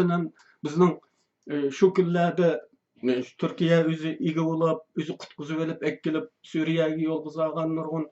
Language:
Uyghur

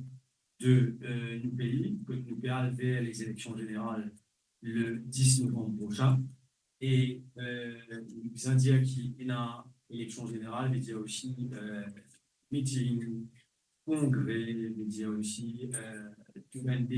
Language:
Morisyen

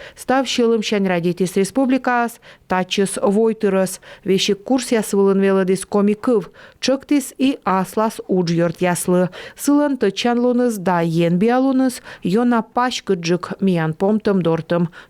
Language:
Komi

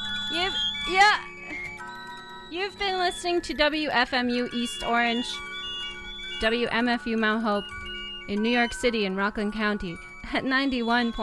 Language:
English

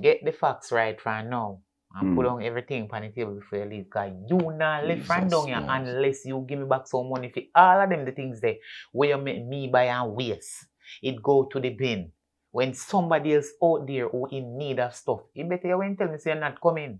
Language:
Jamaican Creole English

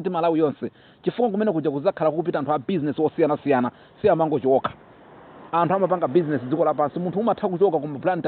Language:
Nyanja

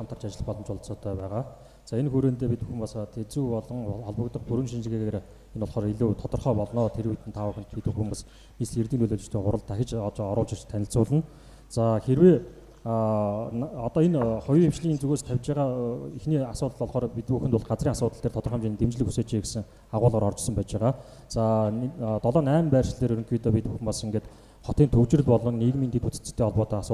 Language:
Mongolian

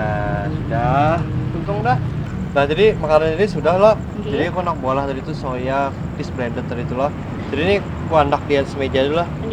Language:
Banjar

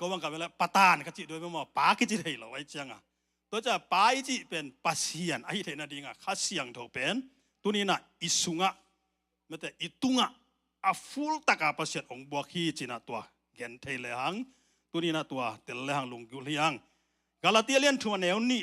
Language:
Tedim Chin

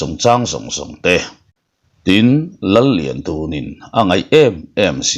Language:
Mizo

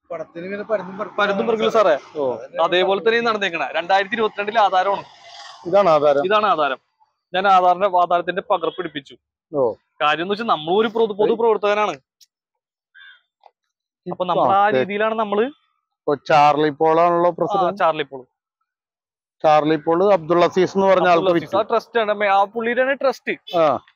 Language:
Malayalam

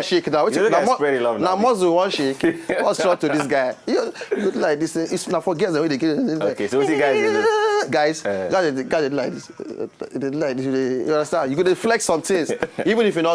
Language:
Nigerian Pidgin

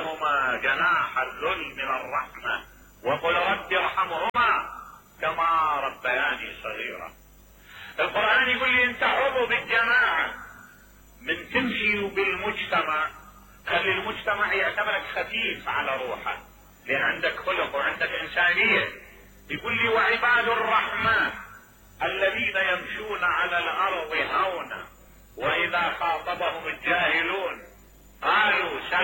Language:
Mesopotamian Arabic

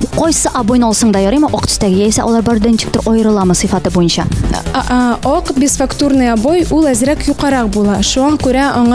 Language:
Tatar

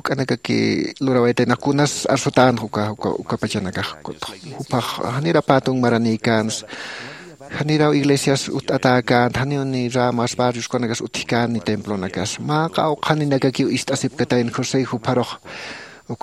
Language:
Aymara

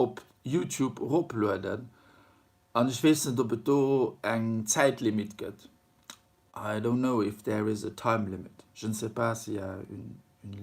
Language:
Luxembourgish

